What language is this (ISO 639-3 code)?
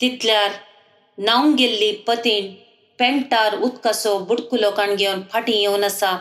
kok